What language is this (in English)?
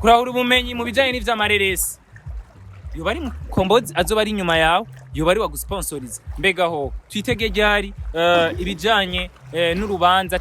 Rundi